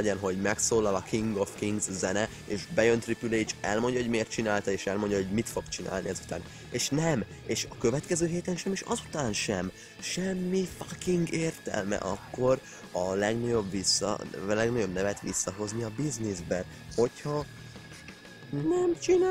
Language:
Hungarian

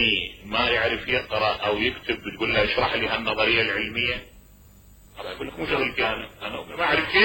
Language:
Mesopotamian Arabic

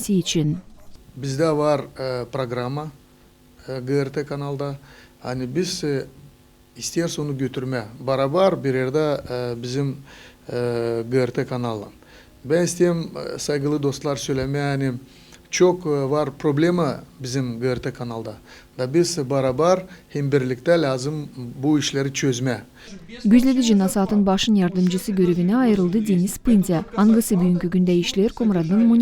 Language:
Gagauz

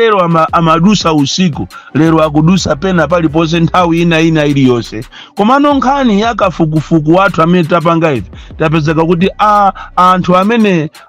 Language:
Nyanja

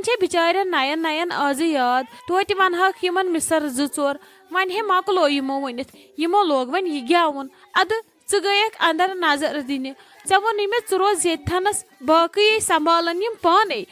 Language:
Kashmiri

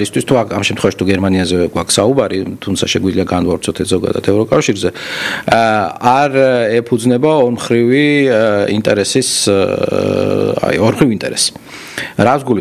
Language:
Georgian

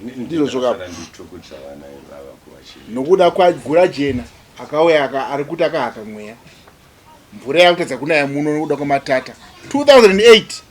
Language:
Shona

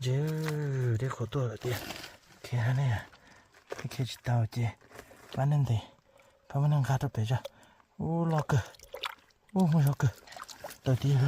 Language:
Hmong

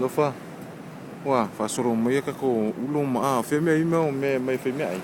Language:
Samoan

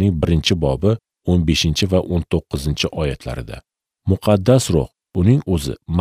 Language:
Uzbek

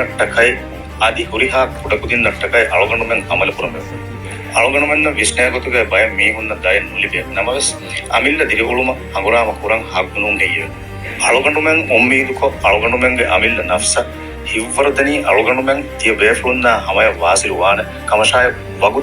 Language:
Divehi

